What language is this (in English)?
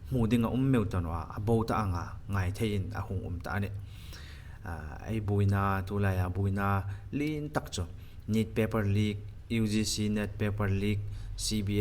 Hmar